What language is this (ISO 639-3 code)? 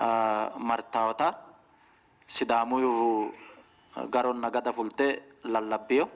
sid